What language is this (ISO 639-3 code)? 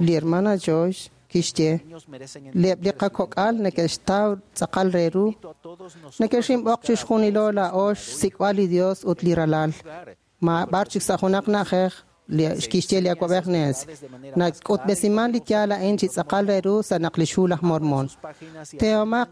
kek